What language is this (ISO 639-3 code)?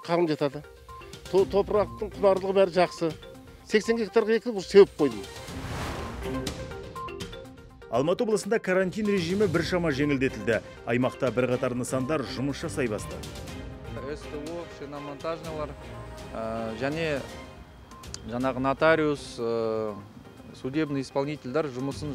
kaz